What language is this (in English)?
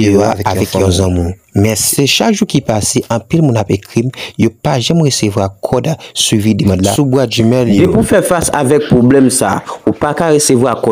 Haitian Creole